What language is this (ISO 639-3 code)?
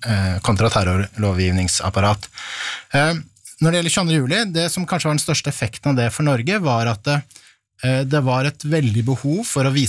nor